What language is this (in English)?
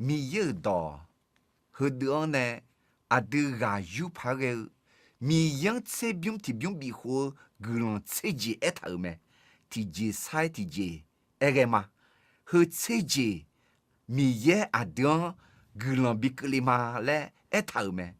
Akha